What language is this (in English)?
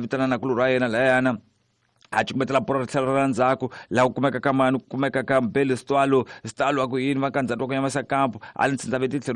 Tsonga